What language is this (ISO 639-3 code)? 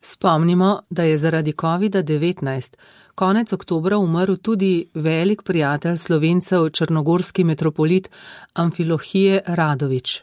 slv